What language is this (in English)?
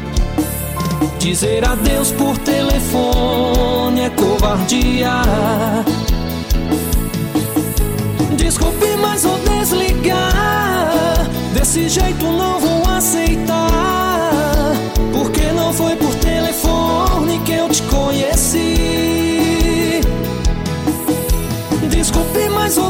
Portuguese